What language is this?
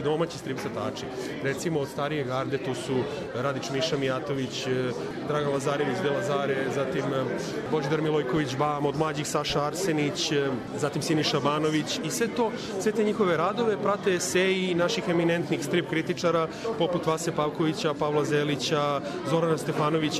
Serbian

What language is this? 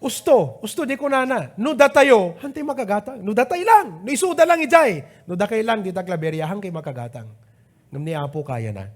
Iloko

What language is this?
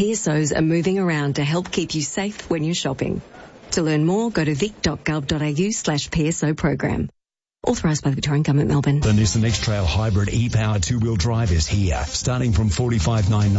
English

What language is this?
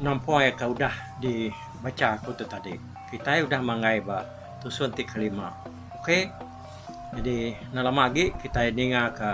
Iban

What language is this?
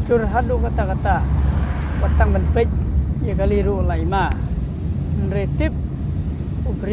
Khasi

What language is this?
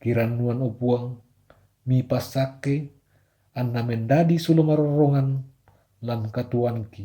Toraja-Sa'dan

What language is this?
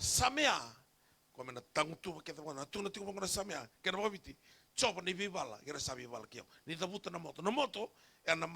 Fijian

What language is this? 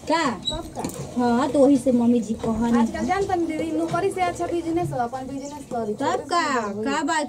Bhojpuri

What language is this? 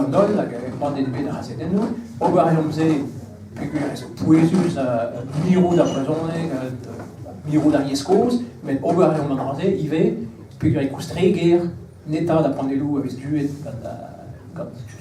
Breton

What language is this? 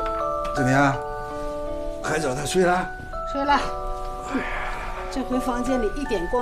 Chinese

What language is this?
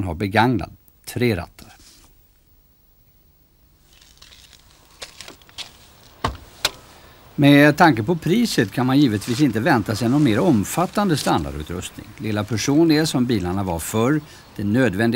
Swedish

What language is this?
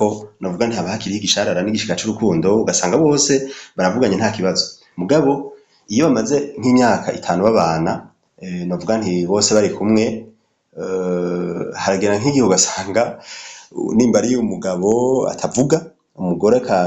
Rundi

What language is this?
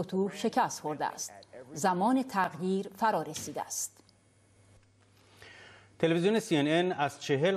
Persian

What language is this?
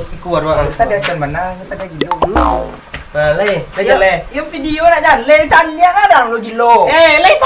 Minangkabau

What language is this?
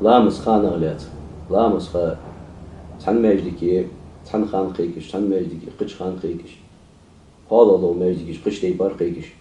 Ingush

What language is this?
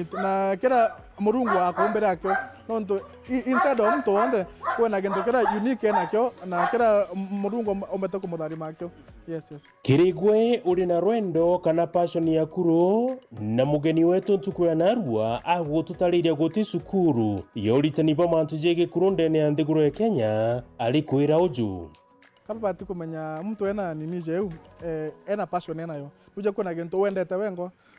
Meru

